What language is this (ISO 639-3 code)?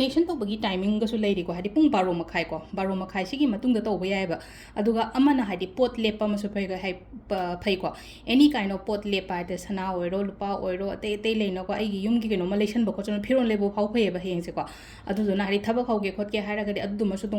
mni